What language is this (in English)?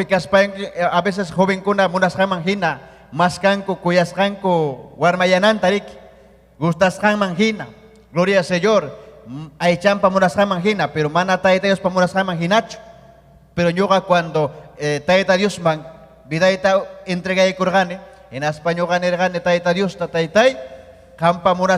Ayacucho Quechua